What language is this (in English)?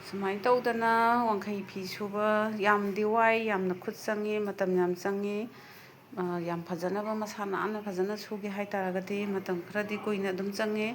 Manipuri